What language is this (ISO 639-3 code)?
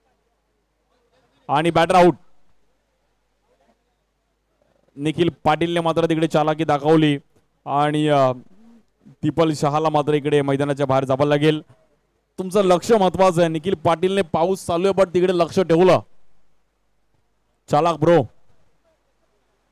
mar